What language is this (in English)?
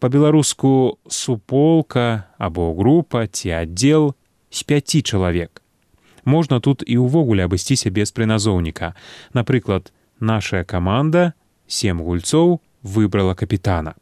Belarusian